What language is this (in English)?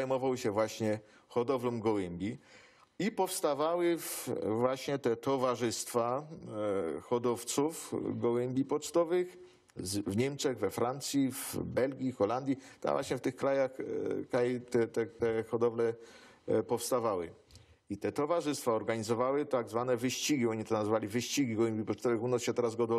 Silesian